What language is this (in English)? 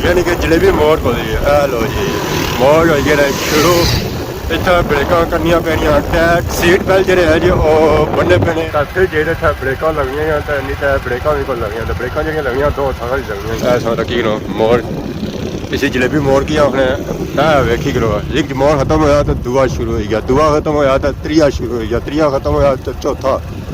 Pahari-Potwari